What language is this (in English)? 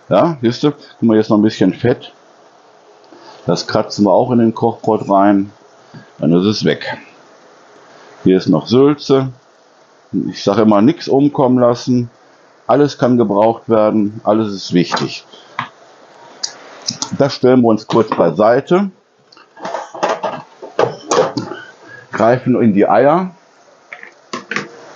German